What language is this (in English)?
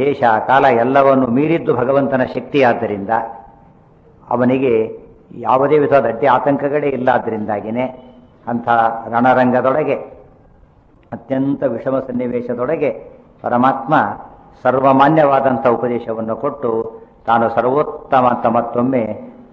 Kannada